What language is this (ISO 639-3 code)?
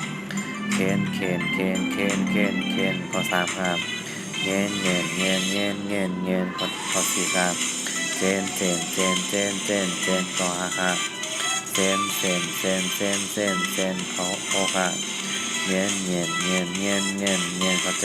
shn